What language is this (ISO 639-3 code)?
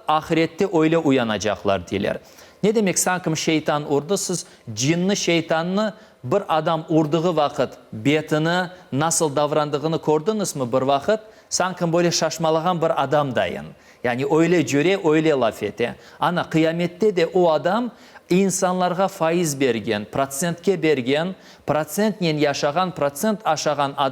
crh